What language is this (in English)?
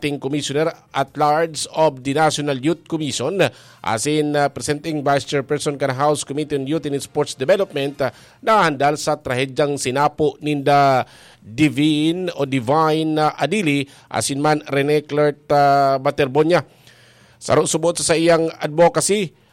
Bikol